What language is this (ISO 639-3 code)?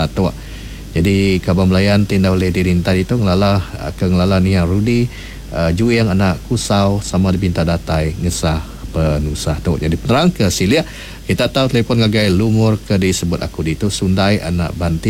iba